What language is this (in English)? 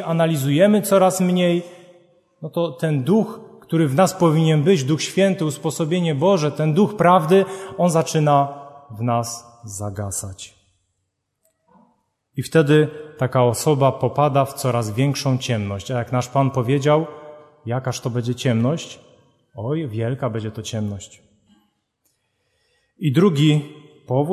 Polish